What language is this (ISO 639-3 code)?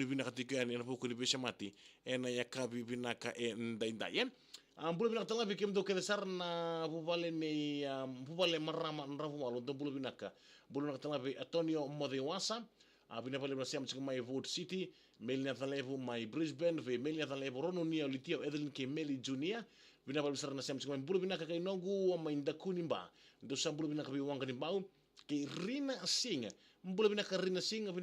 fij